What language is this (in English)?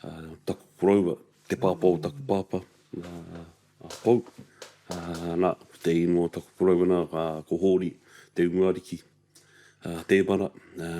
Māori